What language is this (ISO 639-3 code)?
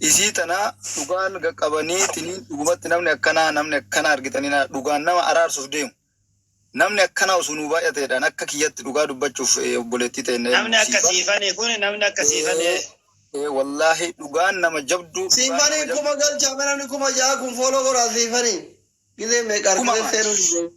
orm